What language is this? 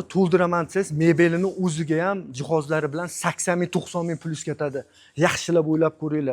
Uzbek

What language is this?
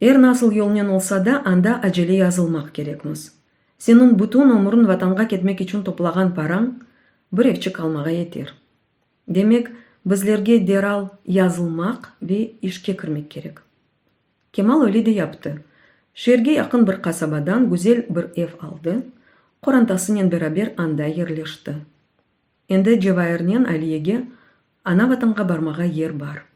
Crimean Tatar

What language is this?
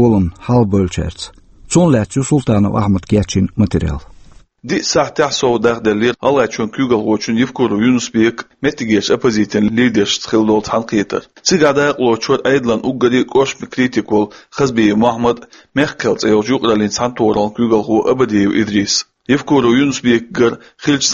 Chechen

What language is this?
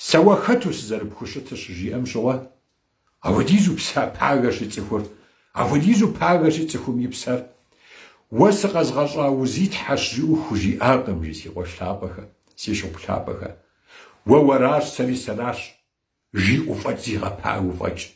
Kabardian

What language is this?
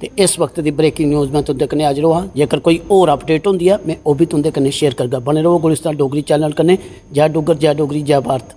Dogri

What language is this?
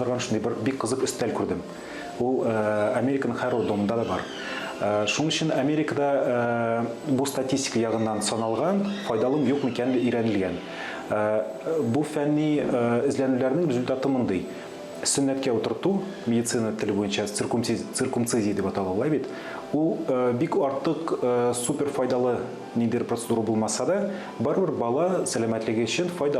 Tatar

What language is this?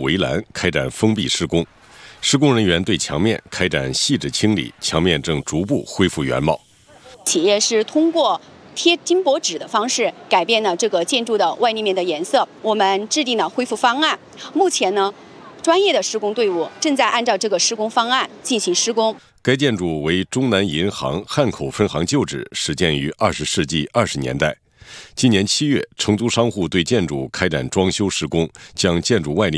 Chinese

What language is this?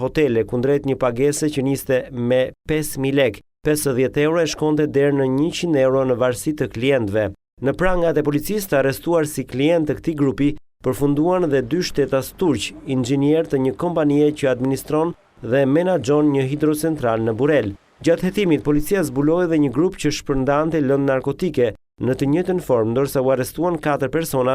Albanian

